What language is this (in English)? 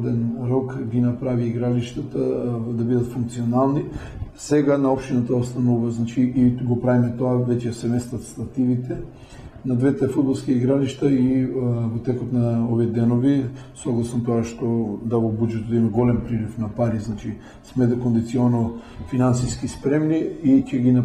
Macedonian